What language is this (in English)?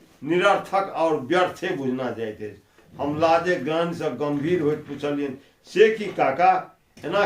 Maithili